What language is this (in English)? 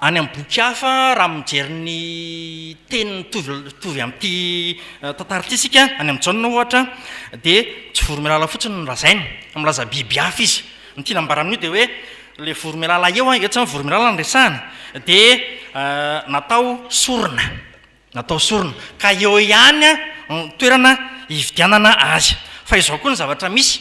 Malagasy